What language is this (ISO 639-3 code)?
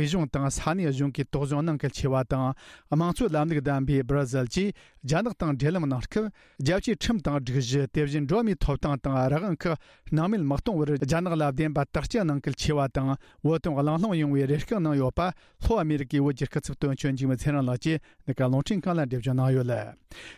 bod